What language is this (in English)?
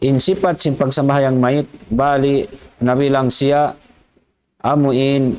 Tausug